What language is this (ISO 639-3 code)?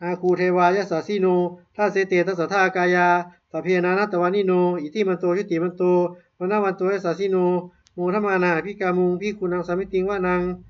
pli